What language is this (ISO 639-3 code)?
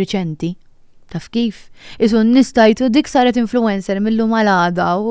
mlt